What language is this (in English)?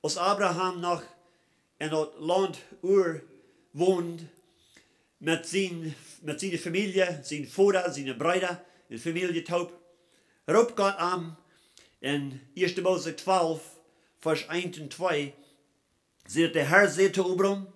Plautdietsch